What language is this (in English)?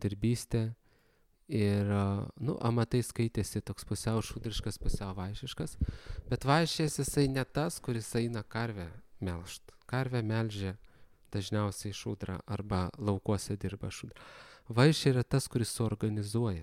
Lithuanian